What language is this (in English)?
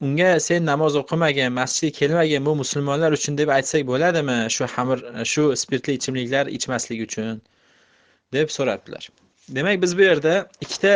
Uzbek